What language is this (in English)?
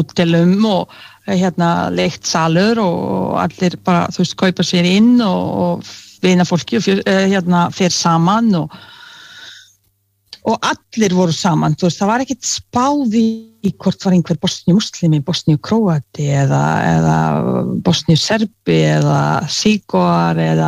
Icelandic